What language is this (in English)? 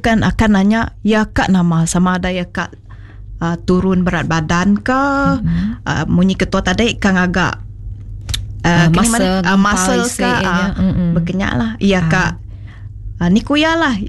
Iban